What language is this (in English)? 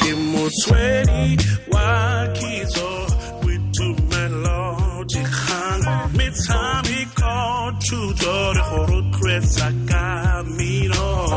Tswana